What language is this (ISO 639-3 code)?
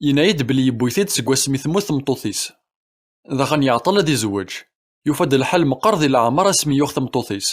kab